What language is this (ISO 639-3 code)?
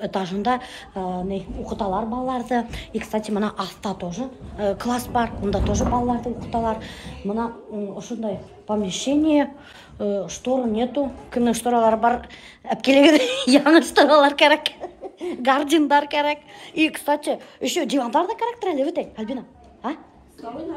bak